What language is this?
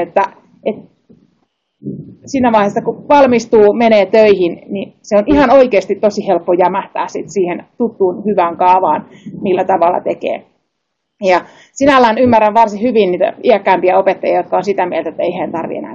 Finnish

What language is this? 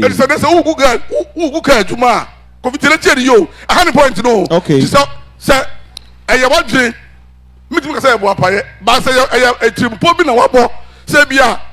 Akan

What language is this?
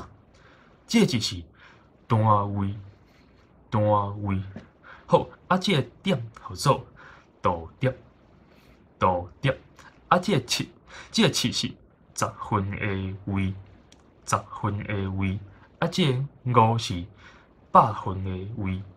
Min Nan Chinese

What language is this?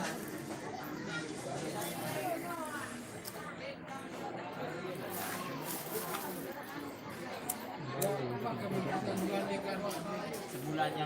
Sasak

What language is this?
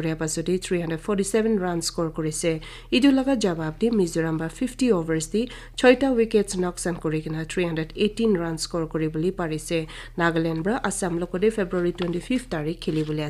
Naga Pidgin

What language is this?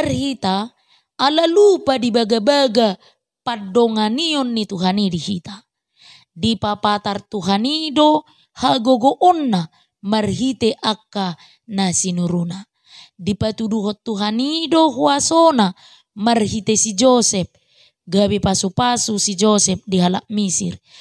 Batak Toba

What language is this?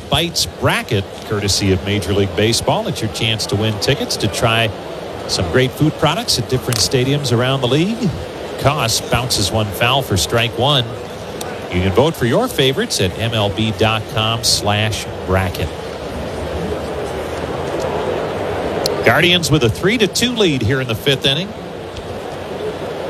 English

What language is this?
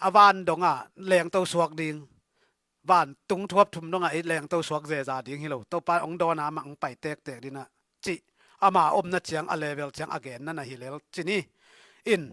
Tedim Chin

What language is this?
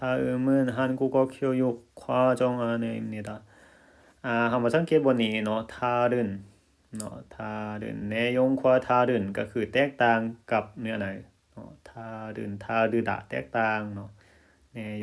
Lao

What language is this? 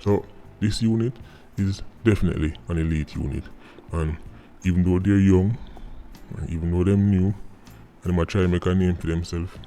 Jamaican Creole English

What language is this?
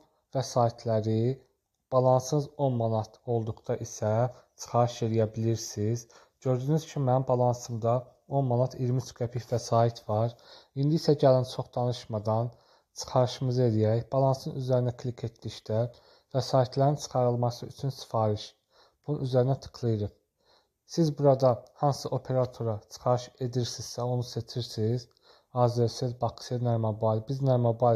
Azerbaijani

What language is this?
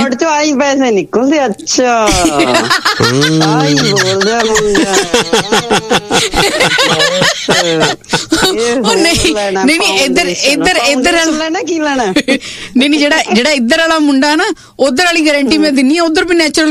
Punjabi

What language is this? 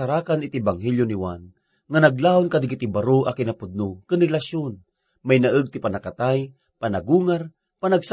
Iloko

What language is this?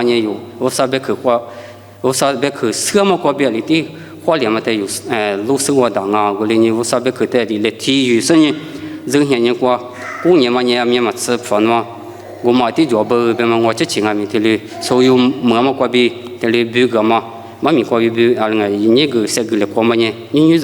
Lisu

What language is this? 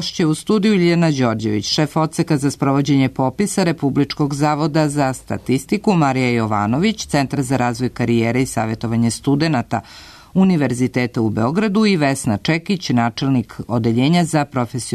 Serbian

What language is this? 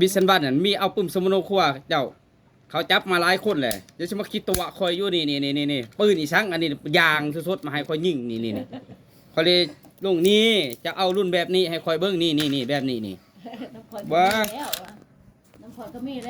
Lao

